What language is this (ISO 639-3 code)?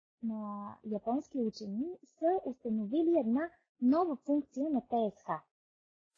bul